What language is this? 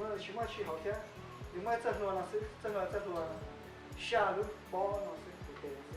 Hmong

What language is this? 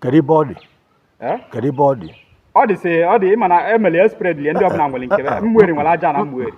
Igbo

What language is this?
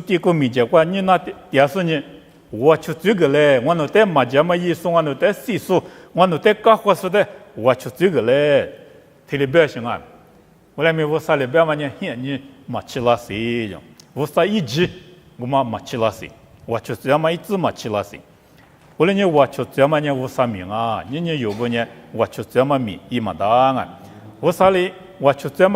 Lisu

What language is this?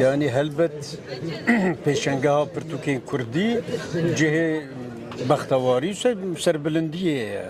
Kurdish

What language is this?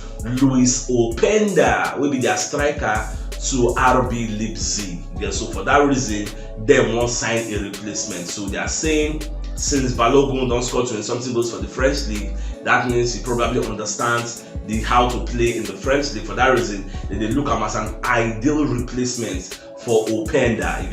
Nigerian Pidgin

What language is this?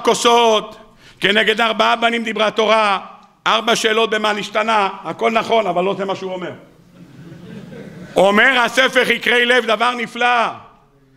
Hebrew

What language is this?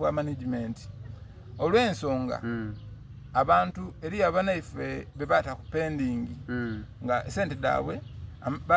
Soga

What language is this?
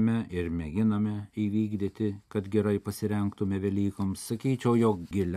Lithuanian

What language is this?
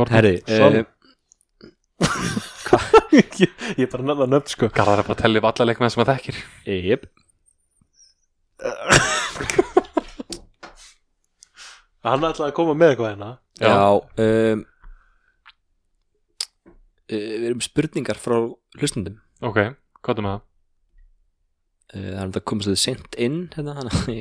Icelandic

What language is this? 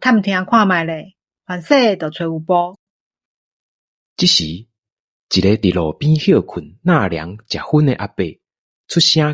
Min Nan Chinese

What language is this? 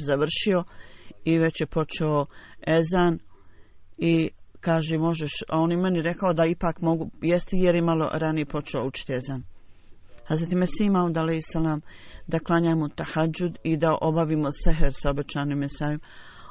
Bosnian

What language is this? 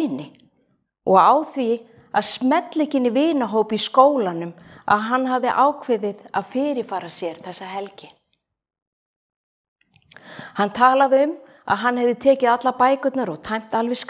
Icelandic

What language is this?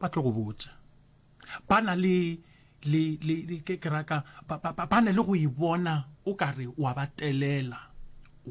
Northern Sotho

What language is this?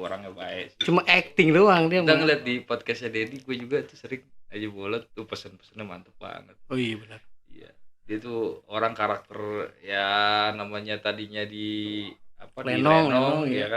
Betawi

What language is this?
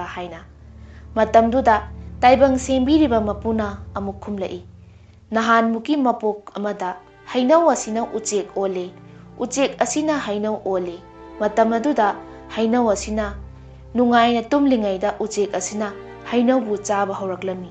Manipuri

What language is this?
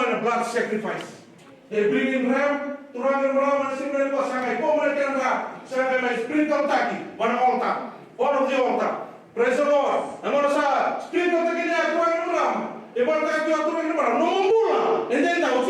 Fijian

